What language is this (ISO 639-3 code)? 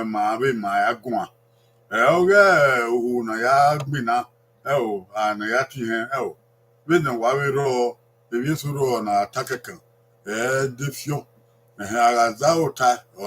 bin